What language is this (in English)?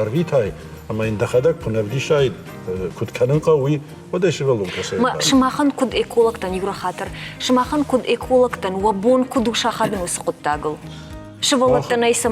Ossetic